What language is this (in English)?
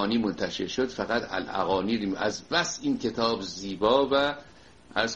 Persian